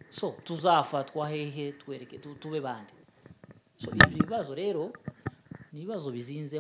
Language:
Kinyarwanda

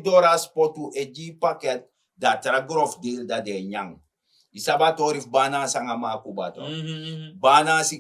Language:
Sranan Tongo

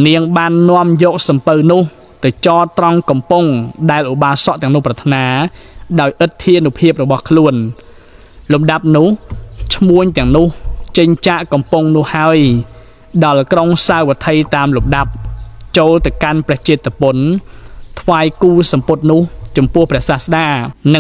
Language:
Khmer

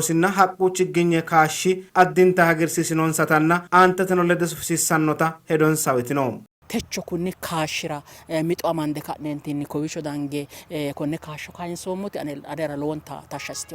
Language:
Sidamo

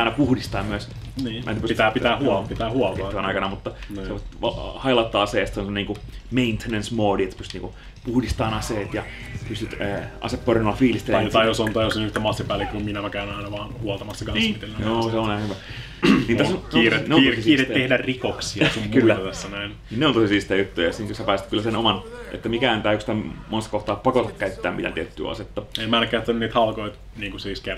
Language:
Finnish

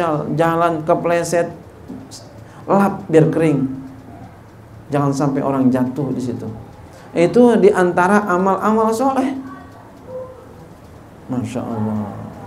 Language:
Indonesian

